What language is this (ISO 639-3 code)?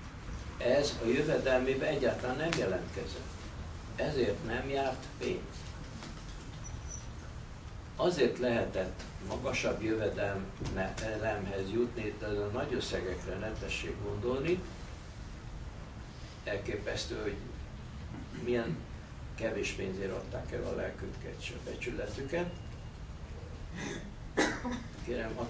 hun